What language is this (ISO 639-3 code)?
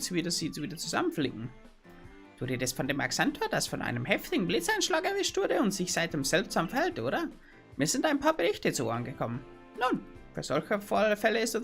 bar